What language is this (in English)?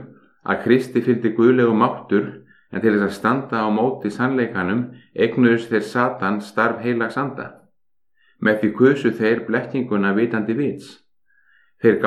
Icelandic